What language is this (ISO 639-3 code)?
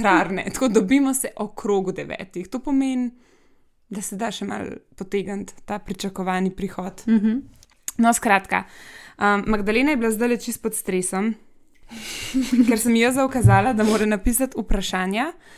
slv